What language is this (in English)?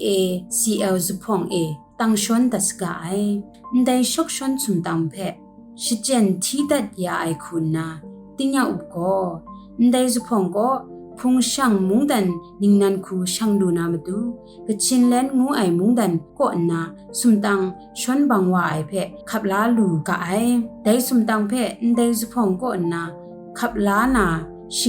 Kachin